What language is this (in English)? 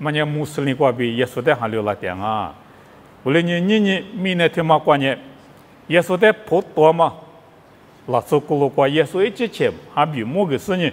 Lisu